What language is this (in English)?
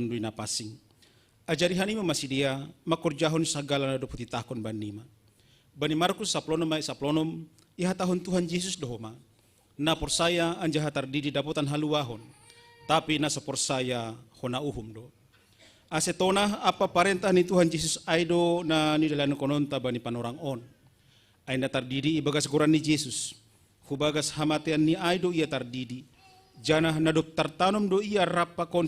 Batak Simalungun